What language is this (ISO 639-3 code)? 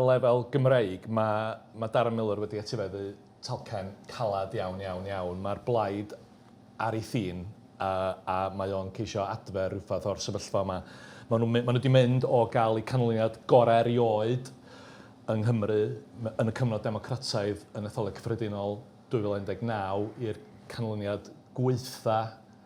cym